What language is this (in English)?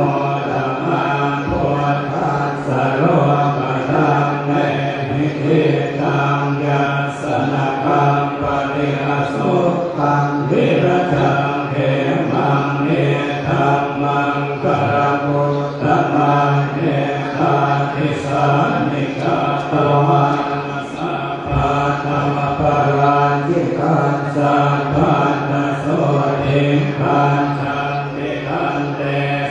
Pali